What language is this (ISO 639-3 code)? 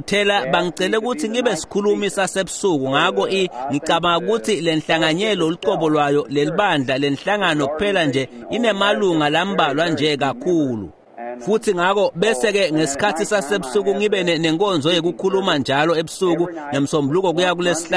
ssw